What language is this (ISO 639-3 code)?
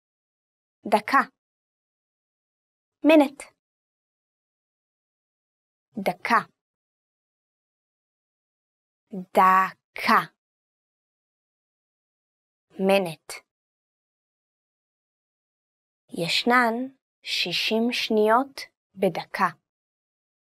heb